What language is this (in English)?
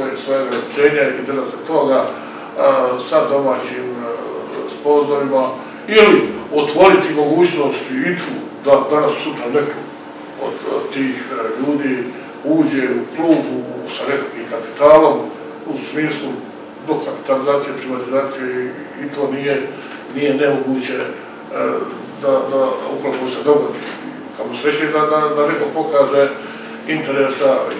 Croatian